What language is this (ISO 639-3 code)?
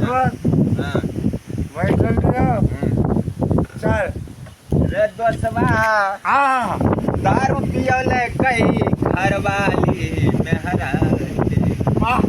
mai